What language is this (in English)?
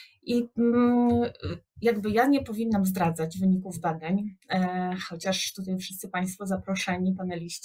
Polish